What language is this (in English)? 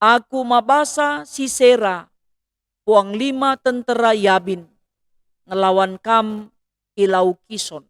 Batak Karo